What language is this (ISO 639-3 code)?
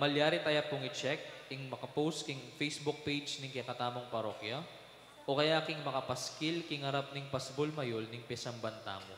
pam